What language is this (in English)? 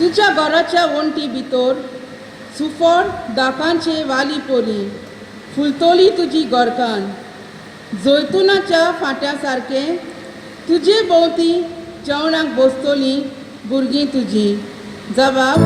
Konkani